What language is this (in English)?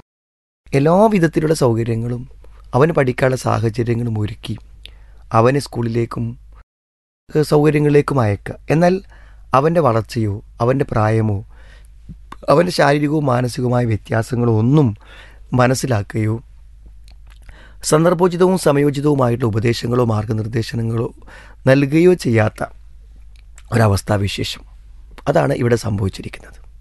Malayalam